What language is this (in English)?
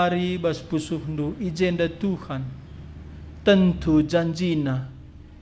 Batak Karo